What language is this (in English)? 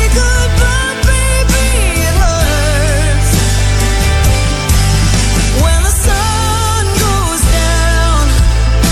Portuguese